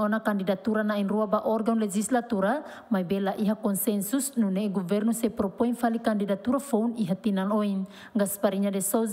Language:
Tetum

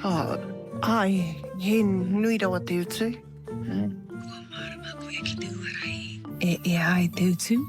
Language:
Māori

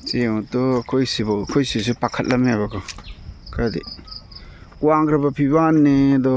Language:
Manipuri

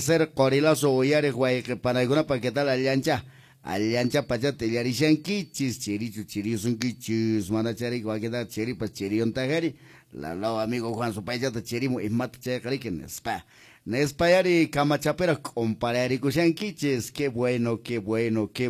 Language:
Quechua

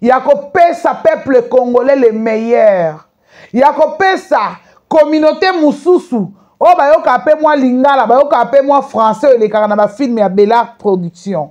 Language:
Lingala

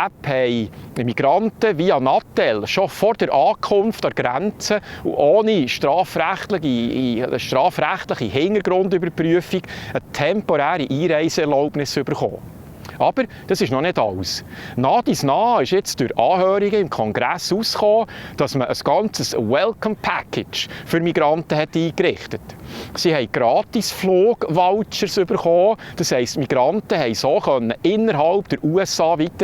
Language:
Swiss German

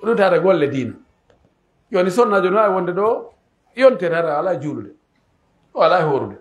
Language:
Pular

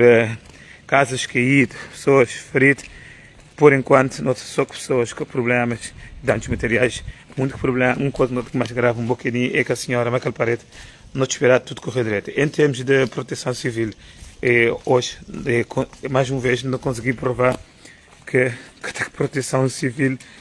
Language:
Kabuverdianu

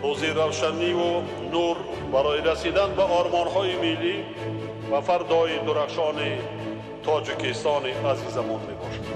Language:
Tajik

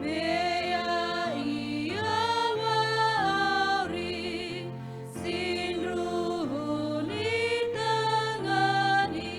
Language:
Nias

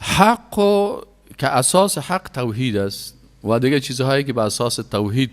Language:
Persian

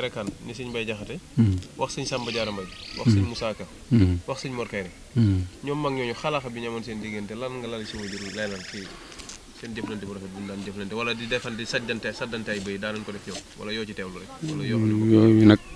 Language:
Wolof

